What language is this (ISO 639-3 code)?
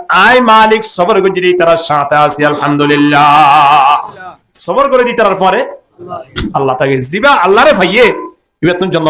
rhg